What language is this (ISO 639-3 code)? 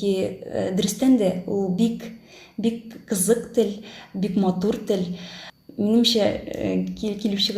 tat